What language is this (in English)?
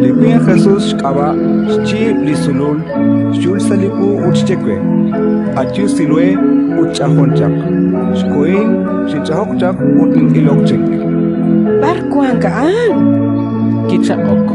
Kekchí